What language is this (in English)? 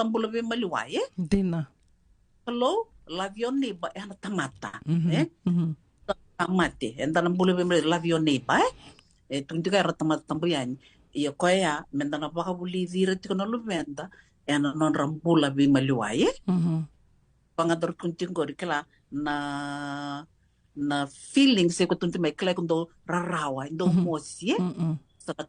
Fijian